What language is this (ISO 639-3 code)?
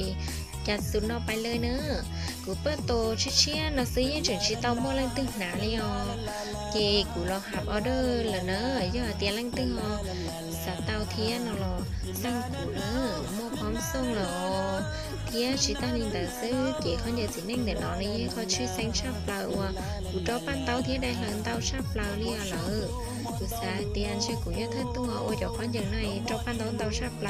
hmn